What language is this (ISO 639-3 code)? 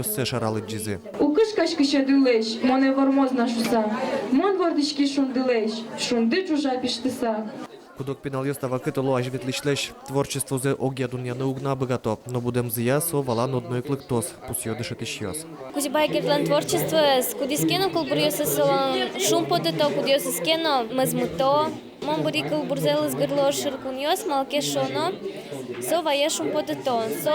udm